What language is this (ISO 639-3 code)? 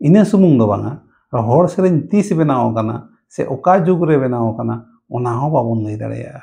sat